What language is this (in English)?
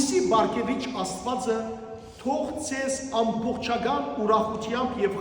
Western Armenian